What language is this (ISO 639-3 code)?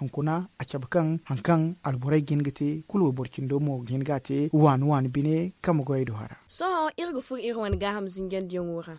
dje